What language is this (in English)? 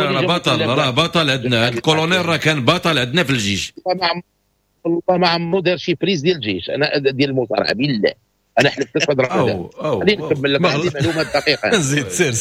Moroccan Arabic